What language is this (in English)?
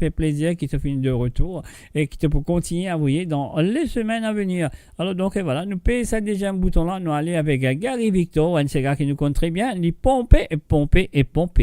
Morisyen